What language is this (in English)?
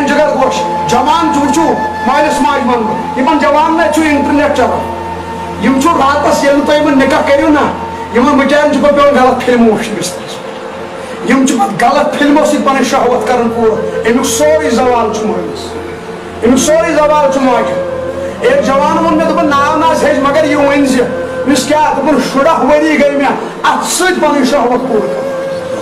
Kashmiri